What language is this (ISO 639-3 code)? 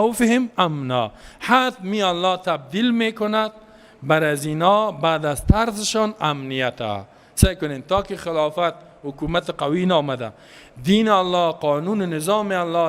fas